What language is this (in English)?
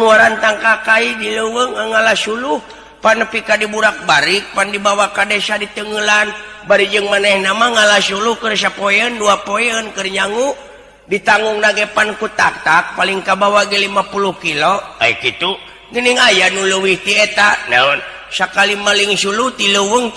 Sundanese